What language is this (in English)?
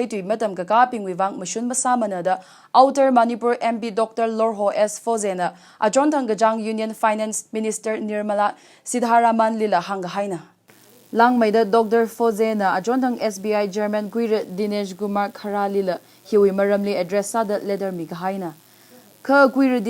Tangkhul Naga (India)